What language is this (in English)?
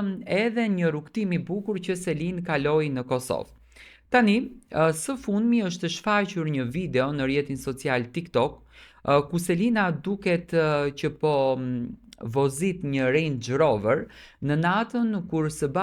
Albanian